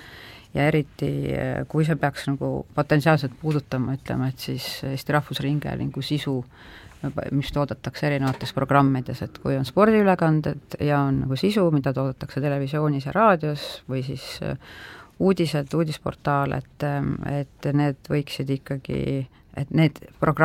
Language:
Estonian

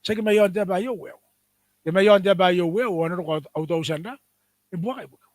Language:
Gilbertese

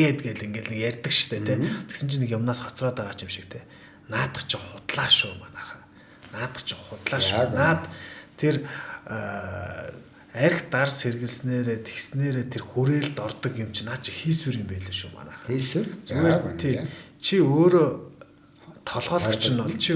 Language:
Mongolian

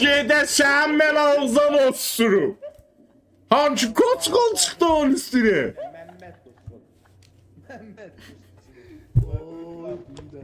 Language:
South Azerbaijani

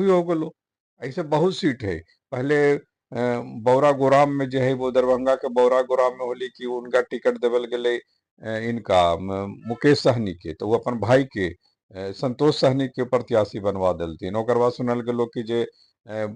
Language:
Magahi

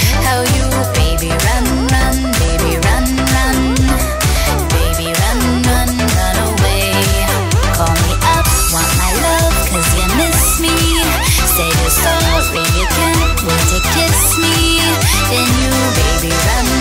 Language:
English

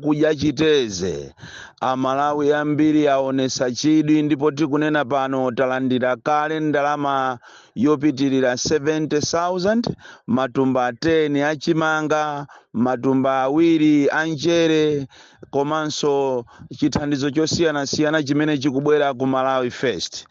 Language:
Nyanja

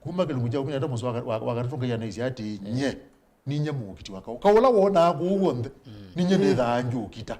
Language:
Kamba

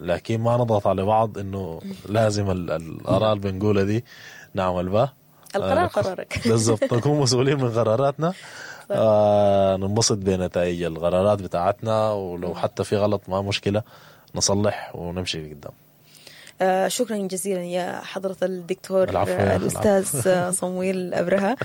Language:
Sudanese Arabic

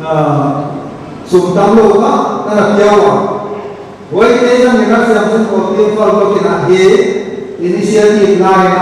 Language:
Paite Chin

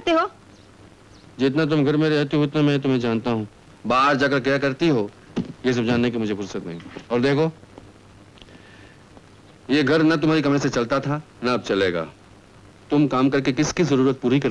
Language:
Hindi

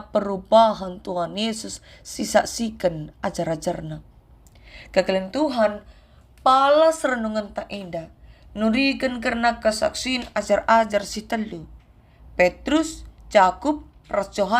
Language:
Batak Karo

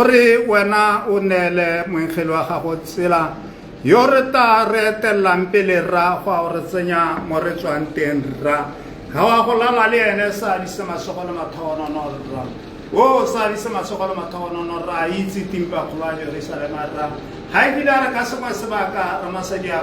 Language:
Tswana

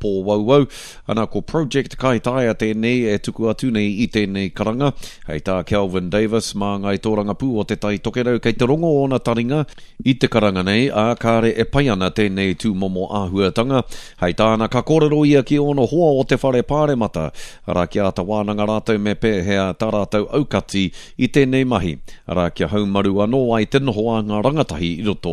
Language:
Māori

